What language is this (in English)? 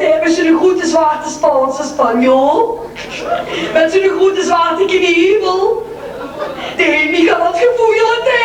Limburgish